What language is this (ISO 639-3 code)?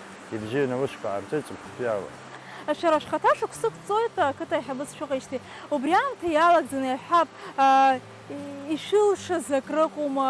abk